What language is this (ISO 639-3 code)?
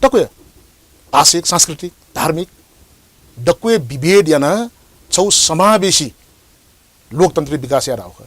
new